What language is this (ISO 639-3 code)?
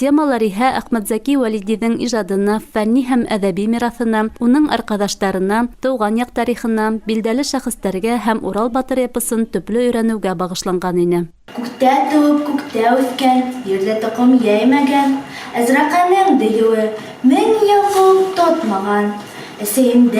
bak